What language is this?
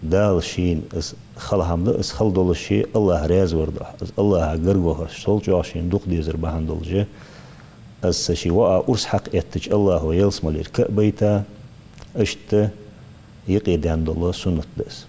Ingush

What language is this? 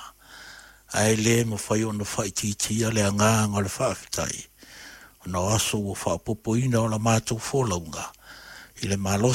Samoan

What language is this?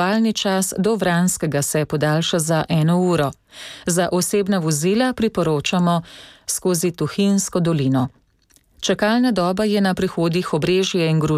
Slovenian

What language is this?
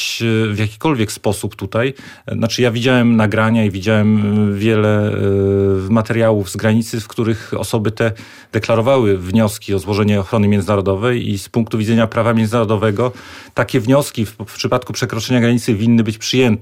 Polish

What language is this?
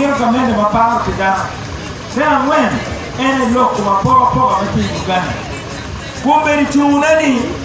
Acoli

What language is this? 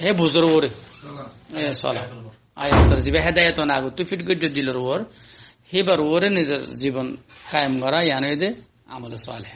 Rohingya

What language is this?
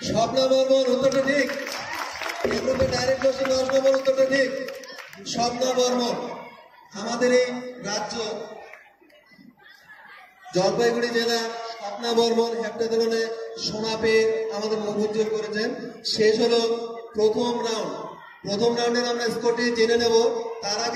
Bangla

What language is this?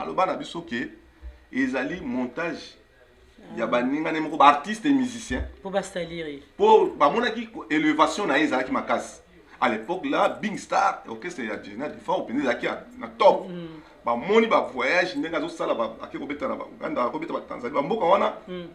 Lingala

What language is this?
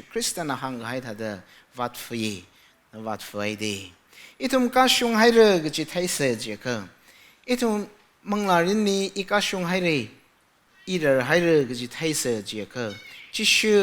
Tangkhul Naga (India)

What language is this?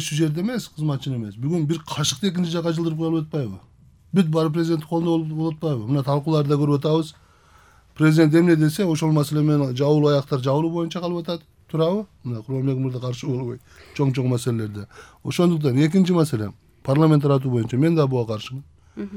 Kyrgyz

